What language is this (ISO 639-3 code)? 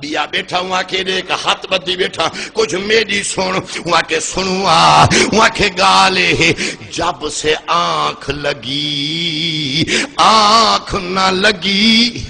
skr